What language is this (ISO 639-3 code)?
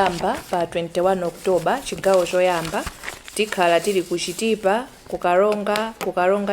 nya